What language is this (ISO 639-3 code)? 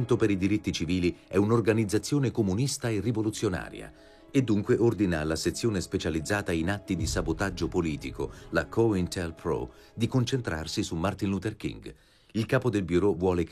ita